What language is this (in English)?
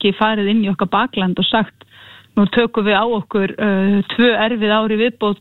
Icelandic